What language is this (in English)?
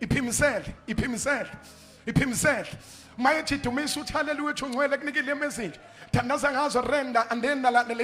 Zulu